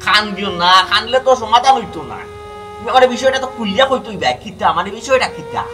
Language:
Sylheti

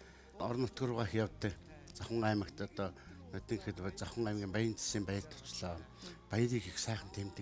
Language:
Mongolian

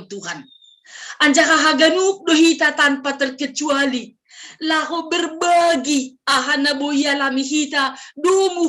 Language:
Batak Simalungun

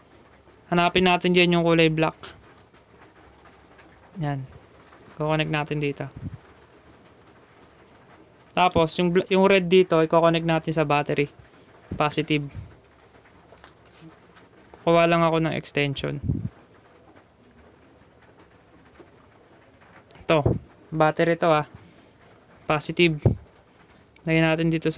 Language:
Filipino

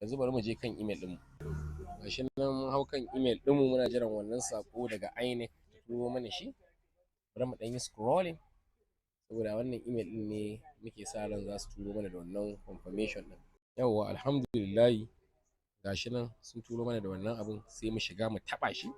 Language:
Hausa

